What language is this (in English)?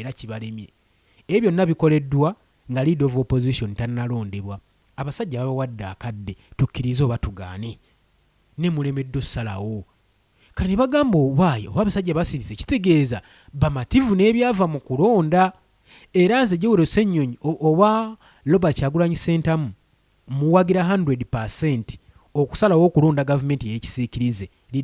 Ganda